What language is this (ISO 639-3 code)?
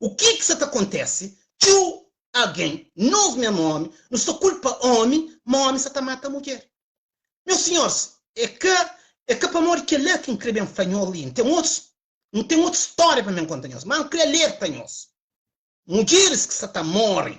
kea